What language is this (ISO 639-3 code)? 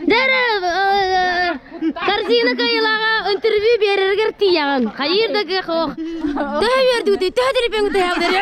sah